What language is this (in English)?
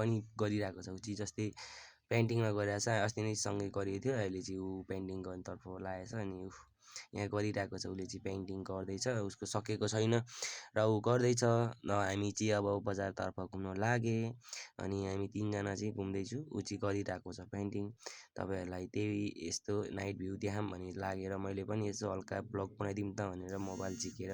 Nepali